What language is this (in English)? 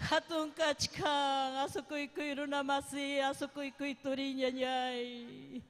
Ayacucho Quechua